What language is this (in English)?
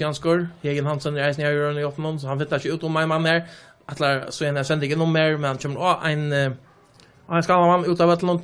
Faroese